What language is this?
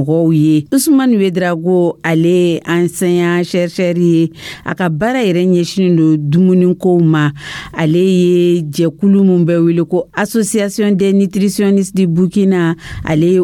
Dyula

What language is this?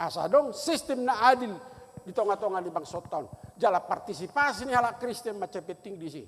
Batak Toba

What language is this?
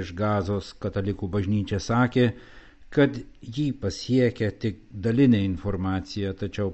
Lithuanian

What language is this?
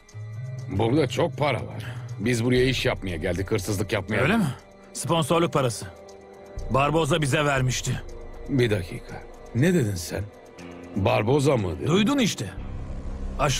Turkish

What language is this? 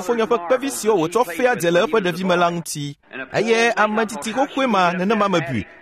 Ewe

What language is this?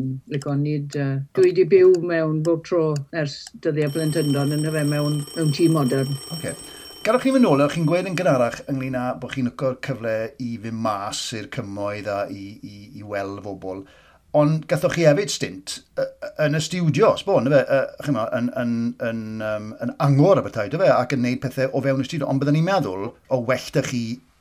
Welsh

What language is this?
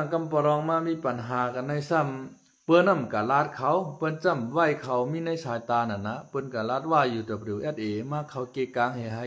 Shan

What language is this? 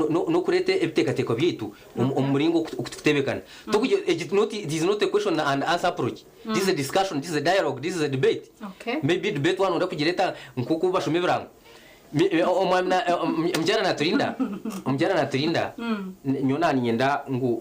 Nyankole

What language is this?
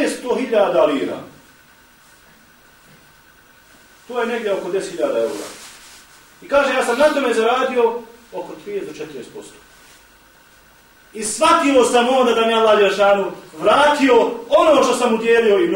Bosnian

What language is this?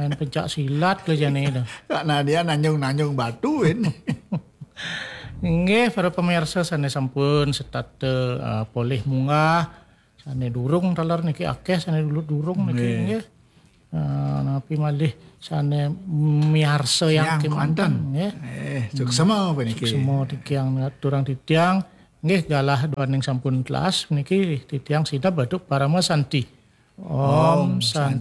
Balinese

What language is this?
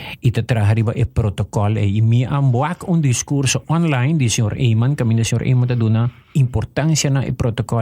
Papiamento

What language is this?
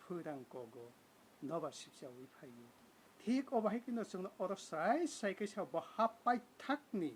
Kok Borok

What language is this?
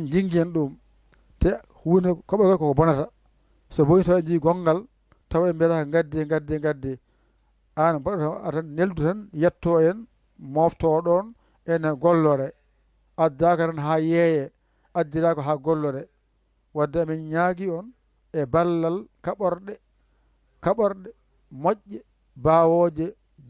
Fula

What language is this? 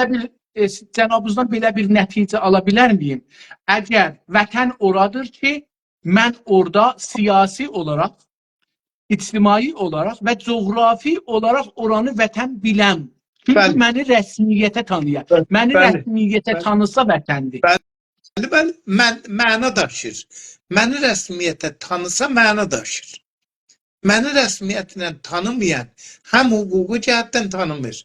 South Azerbaijani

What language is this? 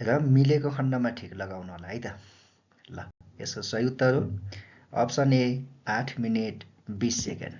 Nepali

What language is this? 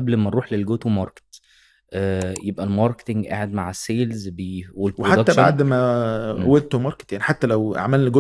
Egyptian Arabic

